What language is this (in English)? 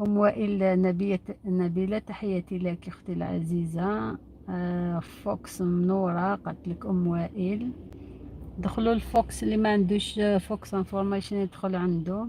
Algerian Arabic